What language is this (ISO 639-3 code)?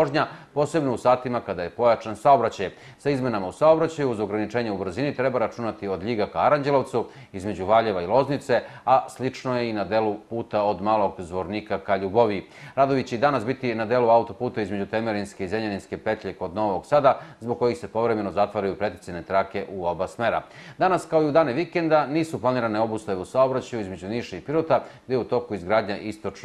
srp